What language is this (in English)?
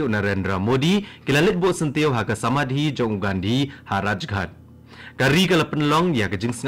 Khasi